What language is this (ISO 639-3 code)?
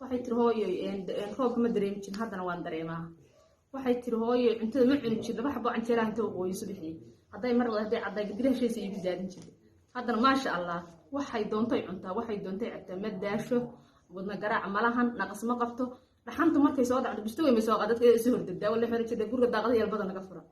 som